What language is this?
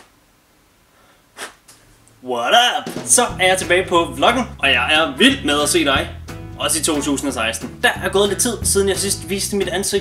Danish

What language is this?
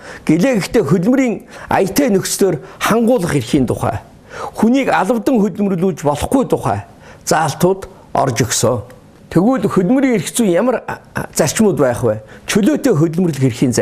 Mongolian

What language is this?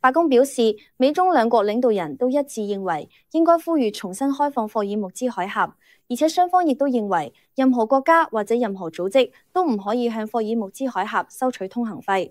Cantonese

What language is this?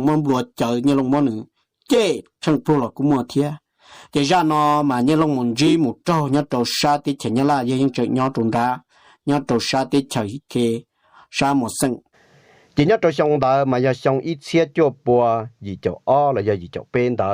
Hmong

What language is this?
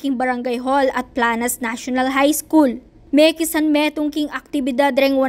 Pampanga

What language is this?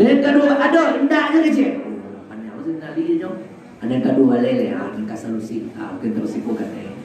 Minangkabau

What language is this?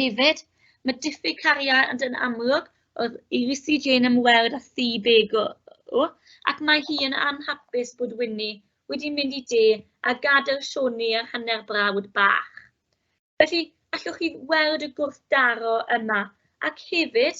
Welsh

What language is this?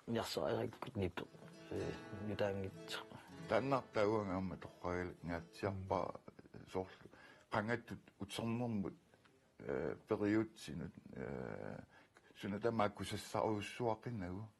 Kalaallisut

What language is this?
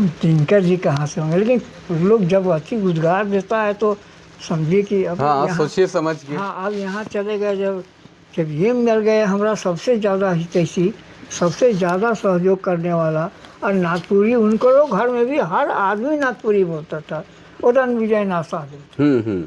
Sadri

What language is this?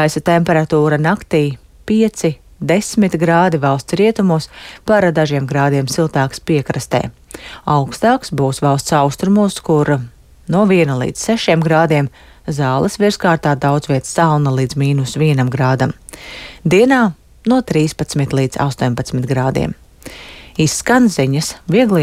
Latvian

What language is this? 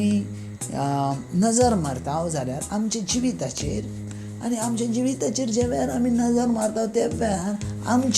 Konkani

